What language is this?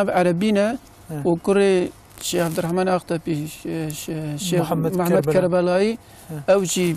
Kurdish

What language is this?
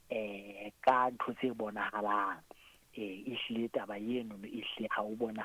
Southern Sotho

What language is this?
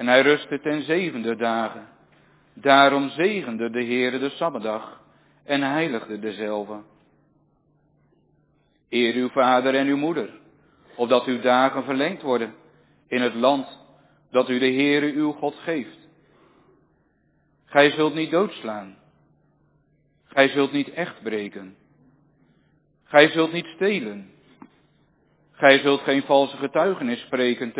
Dutch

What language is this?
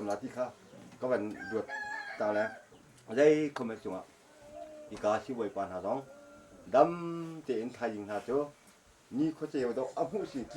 Hakha Chin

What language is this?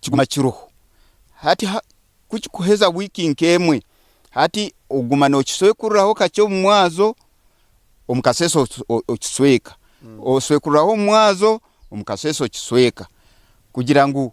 Nyankole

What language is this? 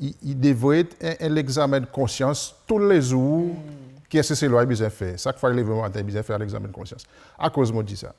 Seselwa Creole French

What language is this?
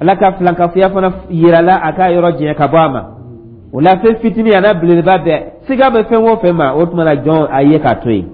Dyula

